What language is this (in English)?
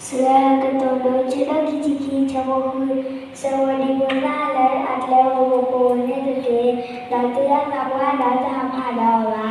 S'gaw Karen